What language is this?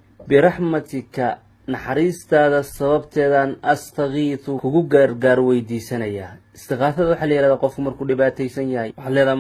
Somali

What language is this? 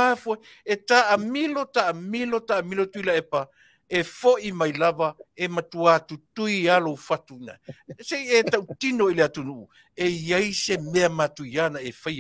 Samoan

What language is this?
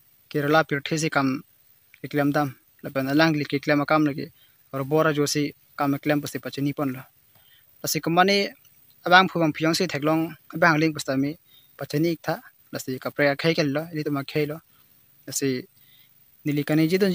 Karbi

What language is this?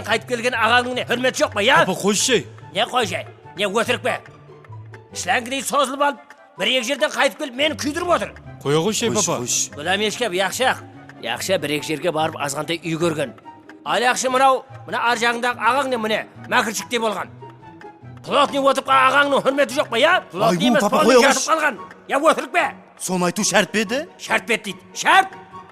Kara-Kalpak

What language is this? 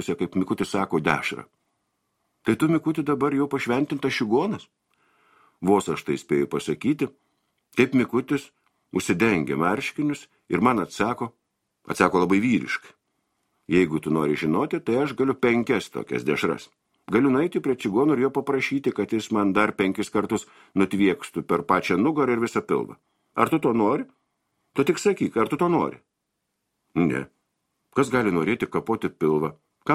Lithuanian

